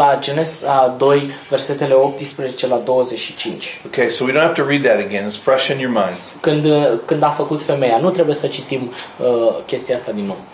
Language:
Romanian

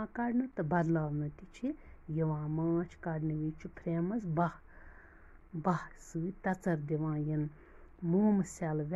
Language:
Kashmiri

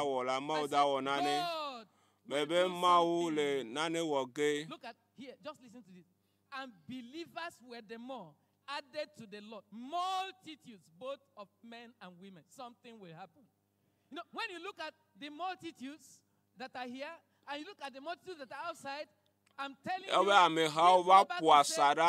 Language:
Ewe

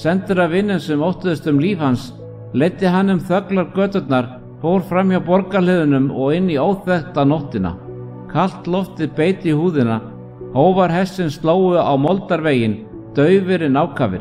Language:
Icelandic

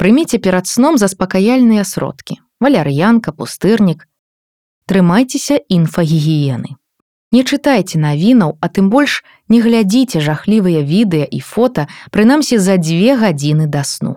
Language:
Belarusian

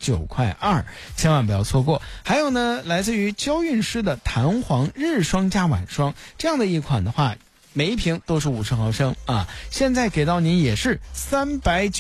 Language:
Chinese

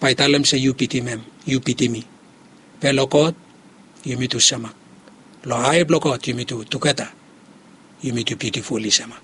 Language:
Bislama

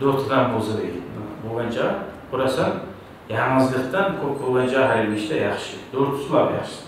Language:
Kumyk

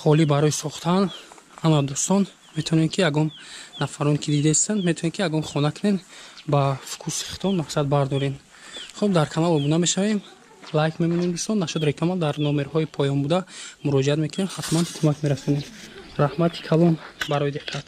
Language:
Tajik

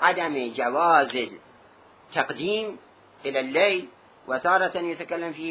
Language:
Mesopotamian Arabic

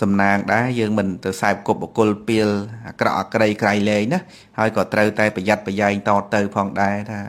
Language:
Khmer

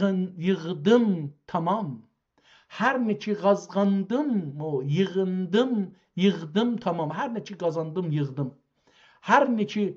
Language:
South Azerbaijani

